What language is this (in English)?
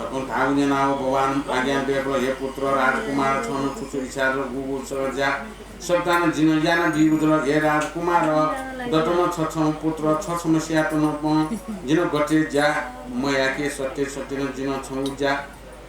Newari